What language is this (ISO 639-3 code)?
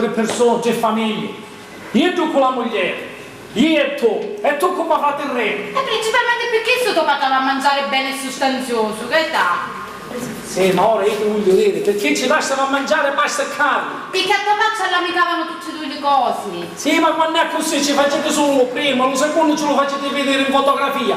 scn